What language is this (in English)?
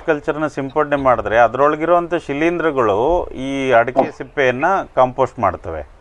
Kannada